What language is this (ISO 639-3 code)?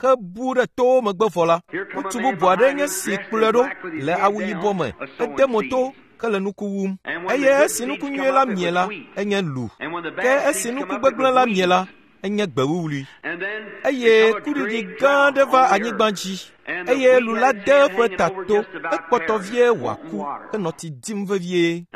ewe